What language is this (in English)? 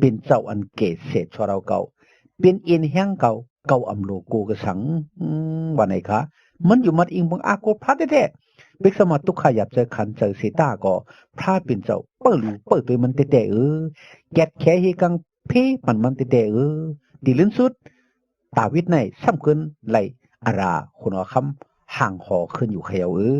Shan